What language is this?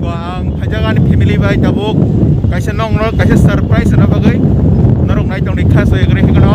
Kok Borok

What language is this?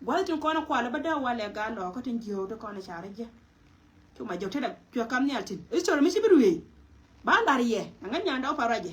Nuer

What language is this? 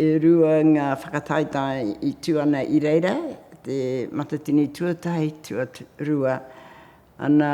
Māori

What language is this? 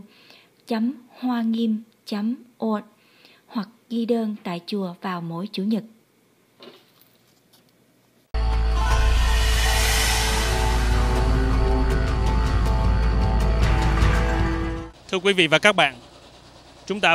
Vietnamese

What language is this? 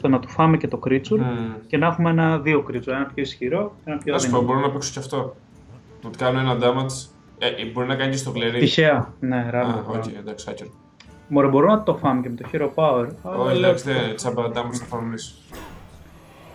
Greek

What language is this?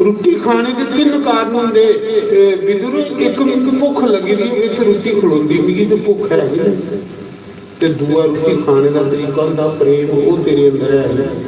Dogri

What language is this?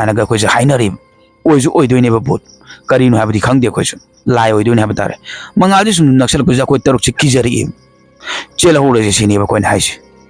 Manipuri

